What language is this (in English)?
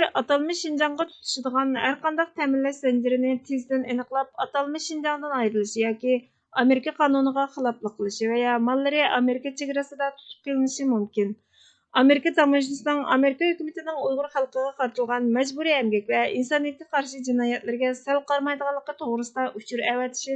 Uyghur